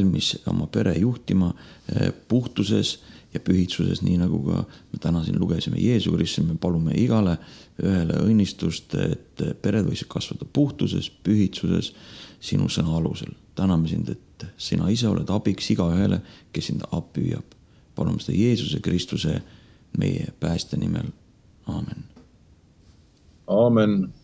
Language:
Estonian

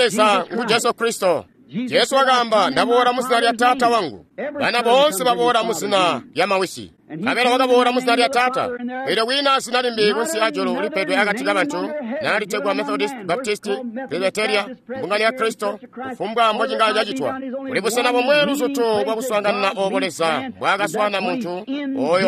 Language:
Tonga (Zambia)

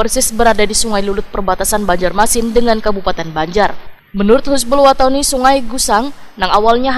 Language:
Banjar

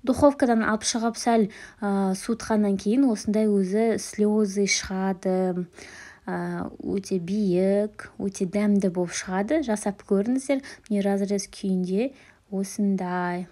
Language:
Kazakh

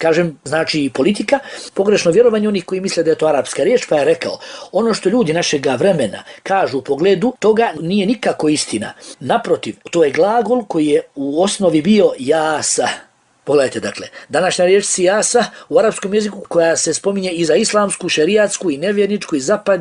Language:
Bosnian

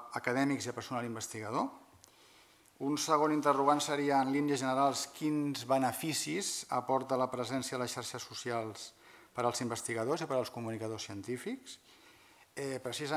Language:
Catalan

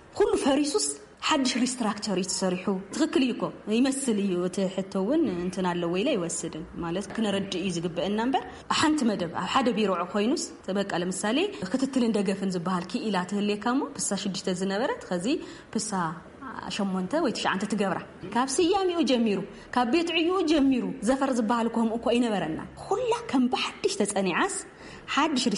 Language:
Tigrinya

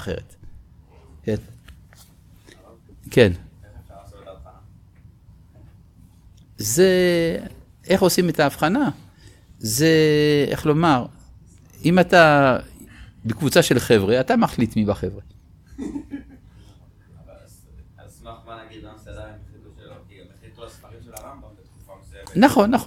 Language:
Hebrew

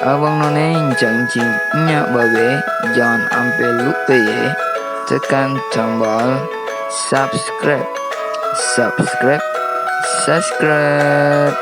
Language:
Betawi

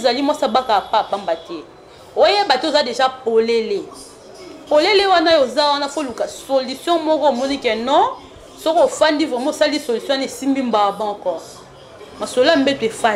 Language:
Lingala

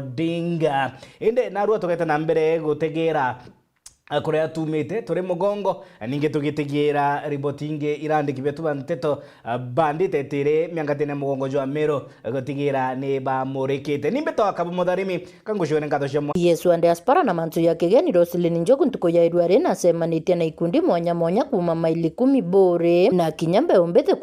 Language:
Meru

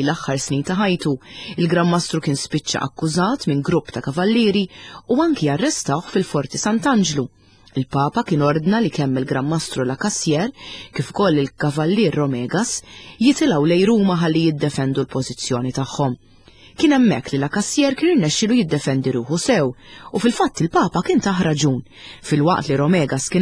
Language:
Maltese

